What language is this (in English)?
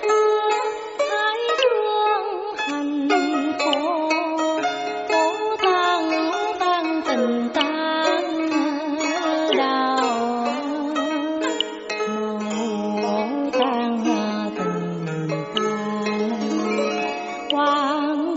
Vietnamese